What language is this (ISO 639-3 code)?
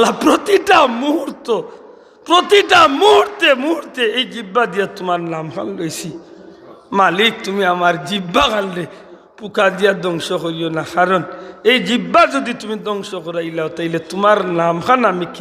syl